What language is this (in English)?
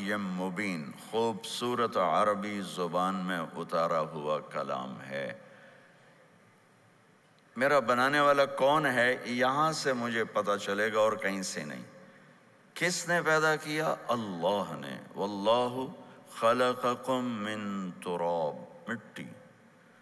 Urdu